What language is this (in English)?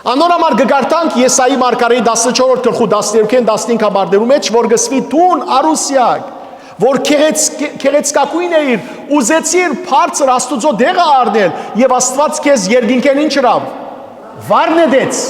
Western Armenian